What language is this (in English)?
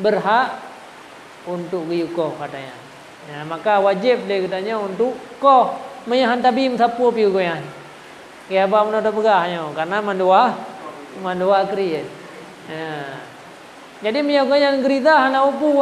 Achinese